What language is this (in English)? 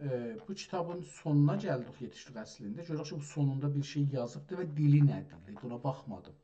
South Azerbaijani